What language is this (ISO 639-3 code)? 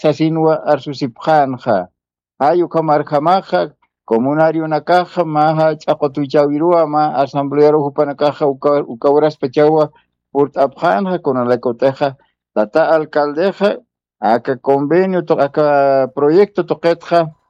aym